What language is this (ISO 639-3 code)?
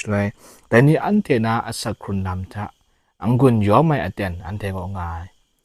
kac